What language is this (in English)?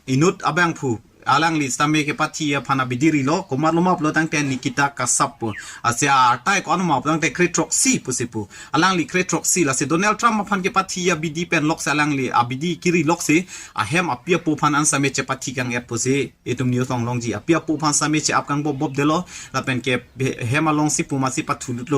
Karbi